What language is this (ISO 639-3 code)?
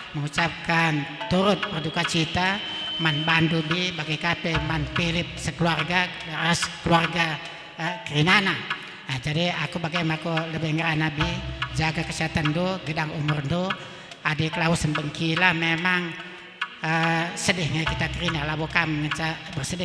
btx